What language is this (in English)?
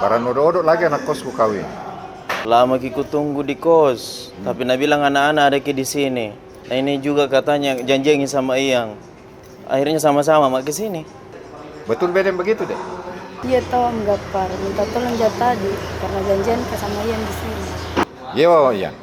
Makassar Malay